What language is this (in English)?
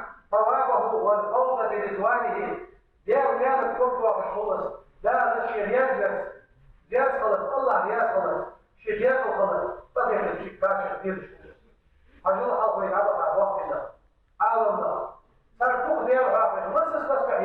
Ingush